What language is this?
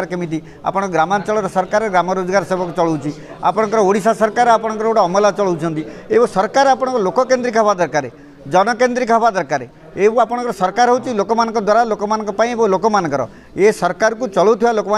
Odia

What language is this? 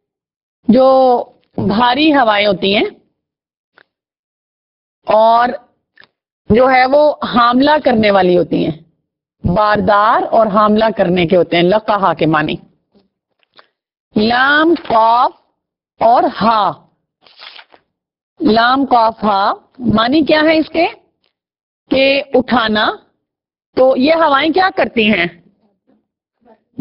Urdu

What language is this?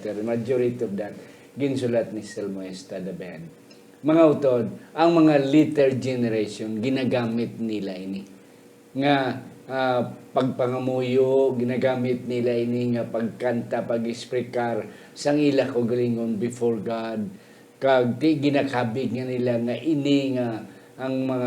Hiligaynon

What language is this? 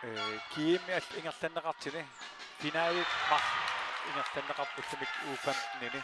Kalaallisut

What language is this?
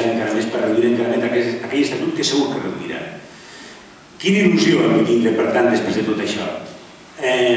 Catalan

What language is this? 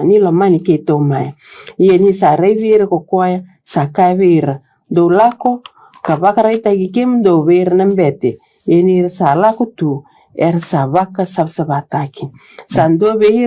Fijian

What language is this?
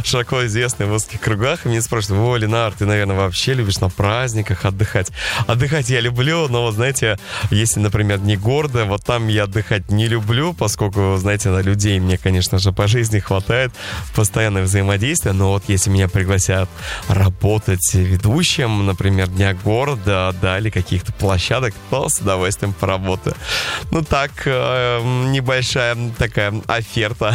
Russian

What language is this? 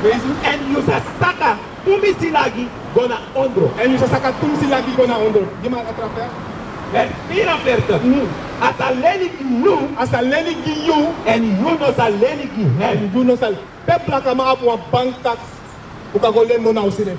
Sranan Tongo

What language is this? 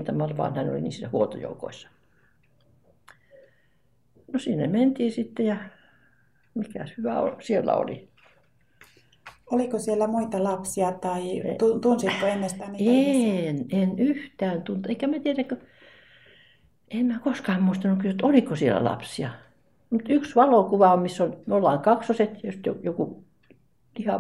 Finnish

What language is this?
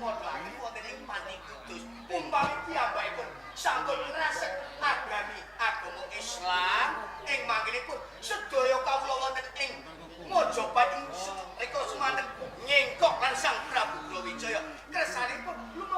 Javanese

